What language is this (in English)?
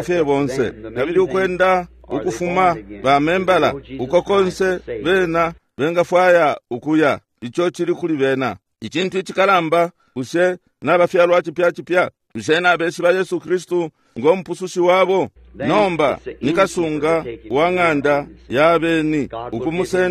Bemba